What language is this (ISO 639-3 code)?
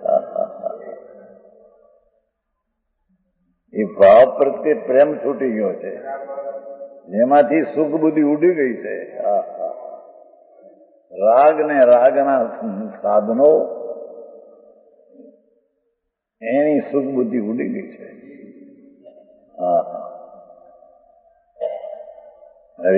guj